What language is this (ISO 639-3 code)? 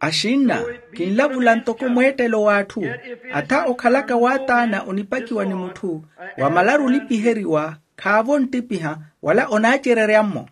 vmw